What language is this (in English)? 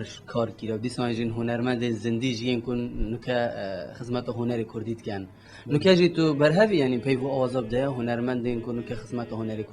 Kurdish